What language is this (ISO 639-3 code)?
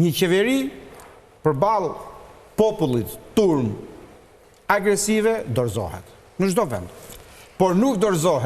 sqi